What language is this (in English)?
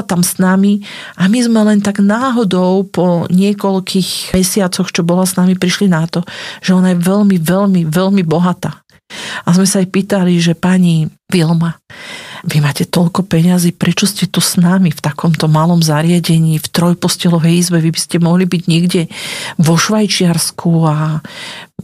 Slovak